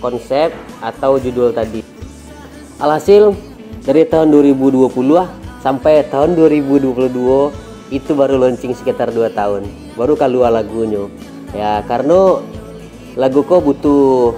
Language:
Minangkabau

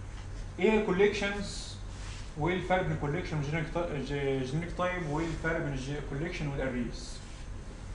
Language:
Egyptian Arabic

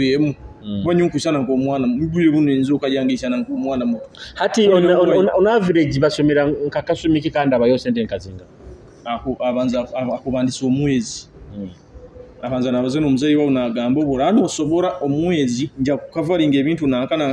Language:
Nyoro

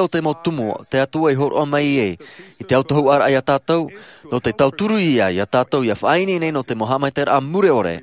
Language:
Tahitian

